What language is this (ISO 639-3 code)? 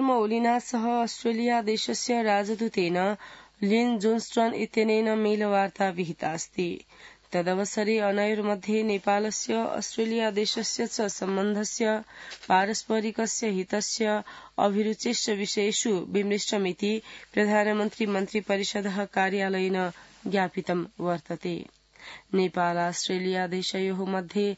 san